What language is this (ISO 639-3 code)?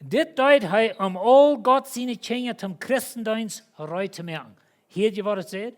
pdt